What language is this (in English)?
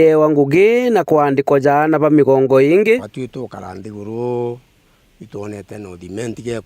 Meru